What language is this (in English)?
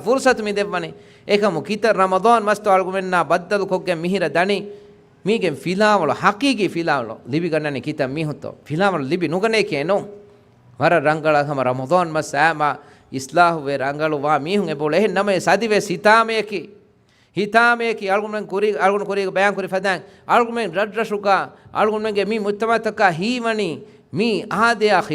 Divehi